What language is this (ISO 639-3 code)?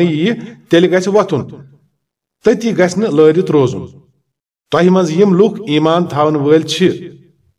kas